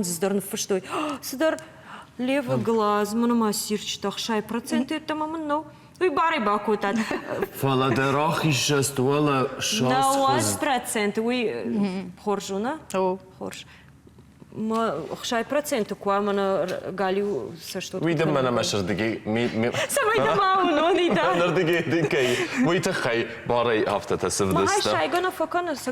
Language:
Ossetic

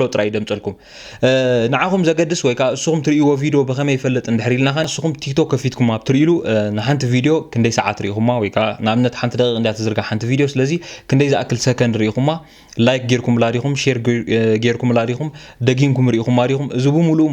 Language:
Tigrinya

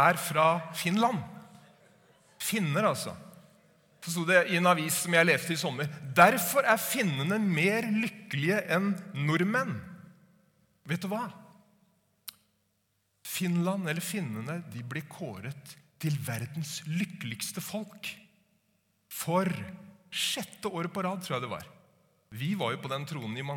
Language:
Norwegian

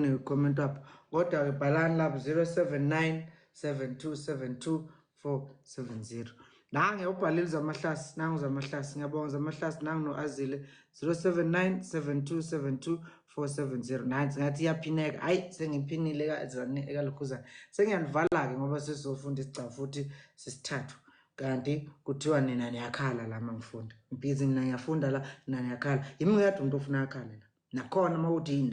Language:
Zulu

